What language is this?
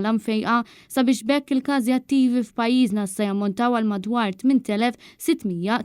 Maltese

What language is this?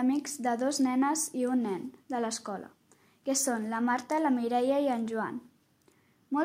Catalan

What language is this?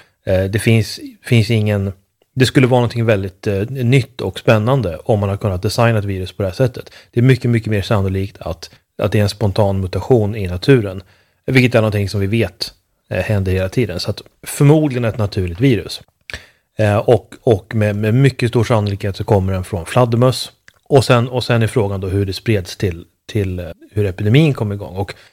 Swedish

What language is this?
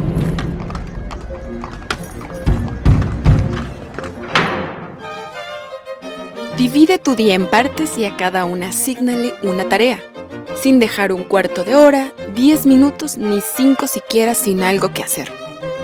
Spanish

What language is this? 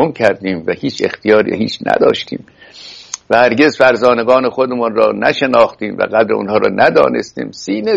Persian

